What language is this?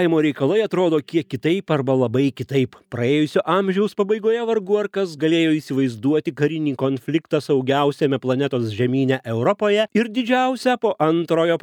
Lithuanian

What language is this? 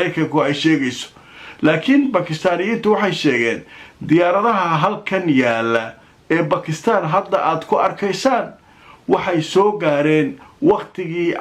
Somali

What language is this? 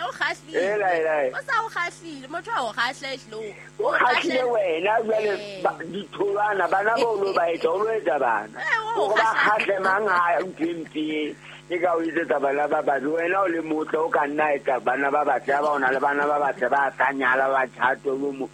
Southern Sotho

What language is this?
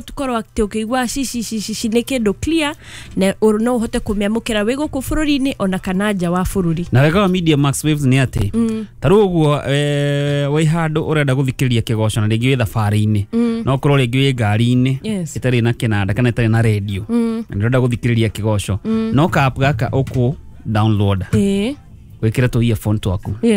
Kikuyu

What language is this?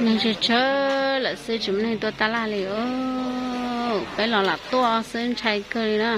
Hmong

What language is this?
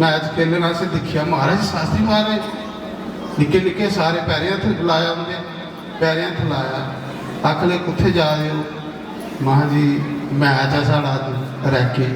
Dogri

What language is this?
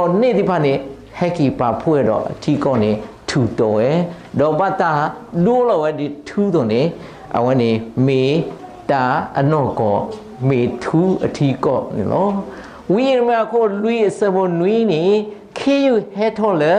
S'gaw Karen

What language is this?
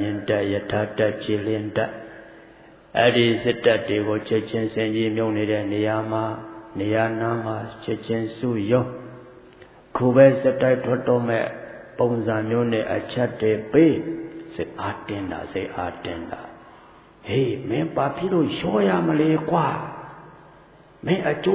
Burmese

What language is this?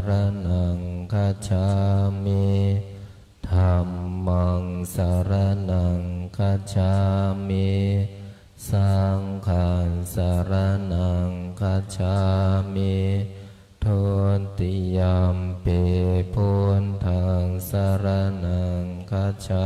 Pali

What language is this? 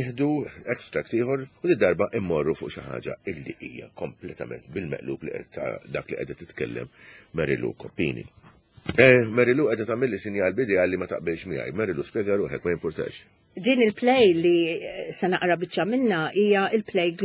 Maltese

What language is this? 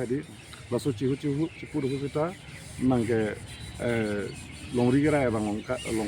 Karbi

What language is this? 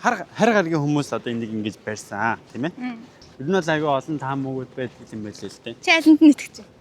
Mongolian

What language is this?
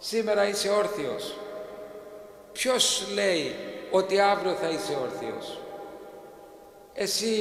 Greek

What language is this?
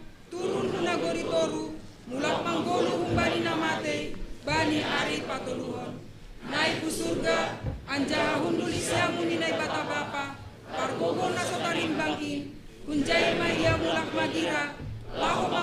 Batak Simalungun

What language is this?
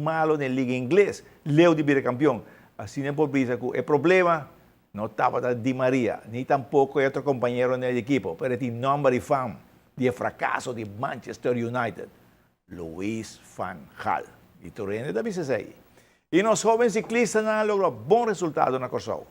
Papiamento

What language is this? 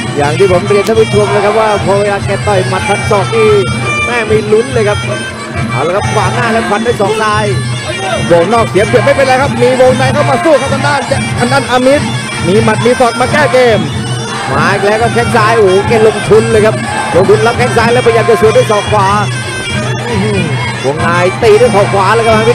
Thai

